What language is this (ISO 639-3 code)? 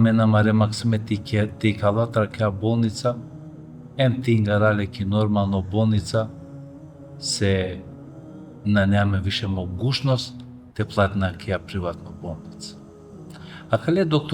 rmn